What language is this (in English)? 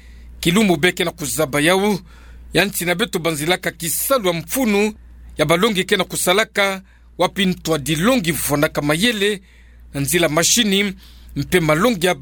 Kituba (Democratic Republic of Congo)